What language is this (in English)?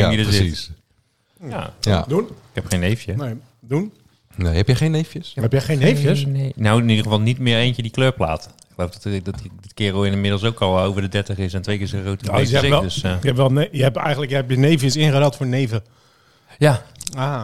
Dutch